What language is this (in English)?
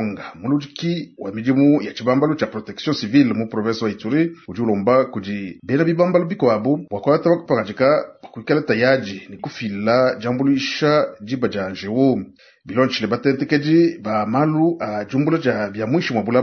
Luba-Lulua